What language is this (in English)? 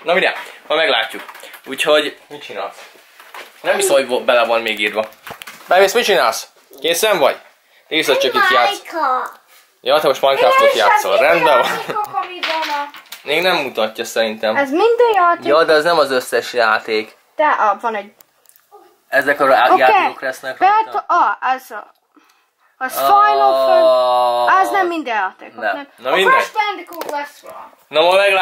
Hungarian